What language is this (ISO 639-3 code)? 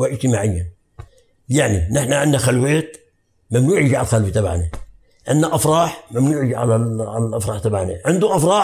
apc